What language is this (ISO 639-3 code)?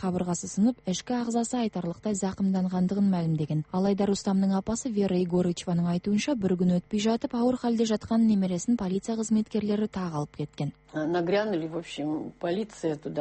kaz